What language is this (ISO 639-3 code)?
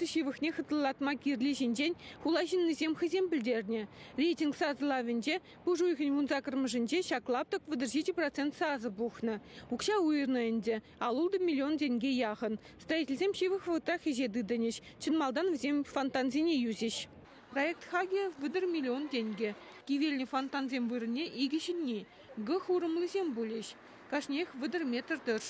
chv